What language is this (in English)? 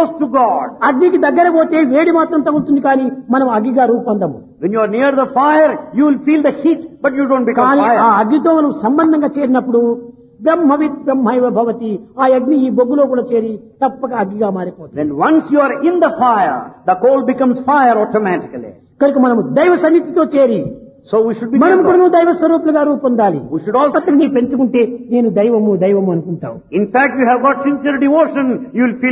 Telugu